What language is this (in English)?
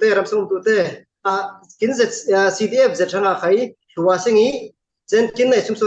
Falam Chin